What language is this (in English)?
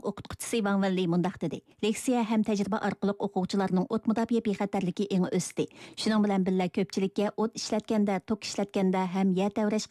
Uyghur